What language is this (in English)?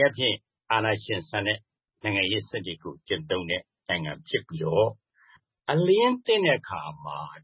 Burmese